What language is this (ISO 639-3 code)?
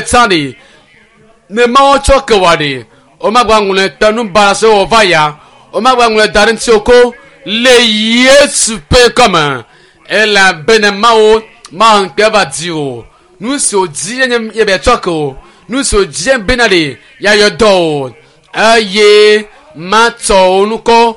ewe